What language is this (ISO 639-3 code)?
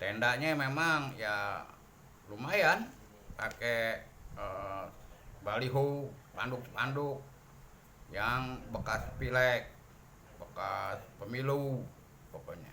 bew